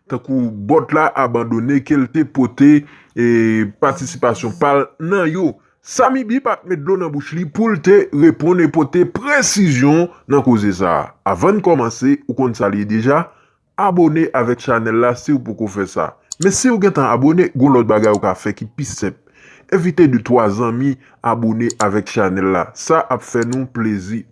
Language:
Haitian Creole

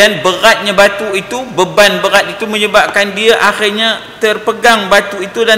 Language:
Malay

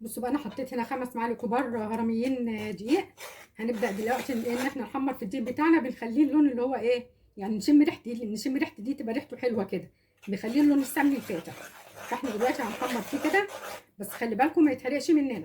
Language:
Egyptian Arabic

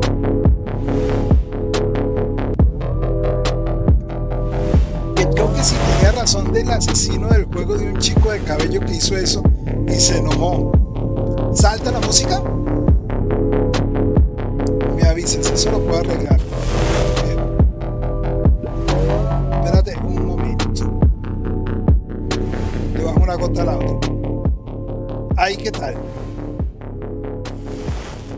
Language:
Spanish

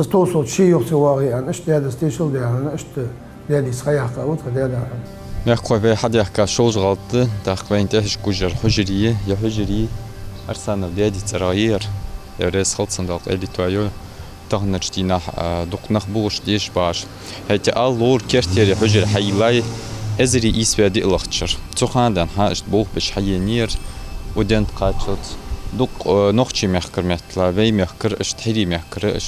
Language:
Ingush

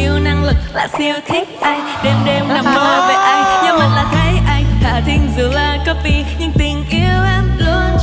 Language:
Vietnamese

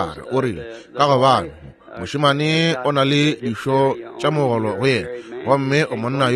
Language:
Northern Sotho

